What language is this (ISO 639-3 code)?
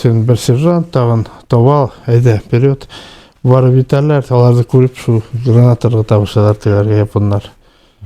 bak